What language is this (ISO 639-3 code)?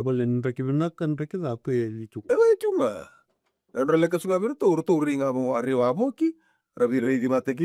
fij